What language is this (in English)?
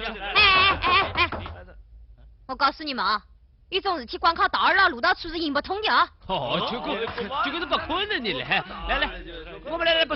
Wu Chinese